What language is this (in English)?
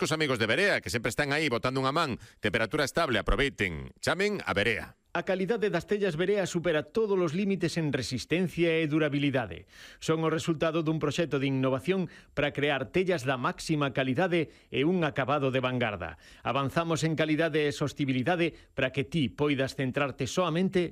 Galician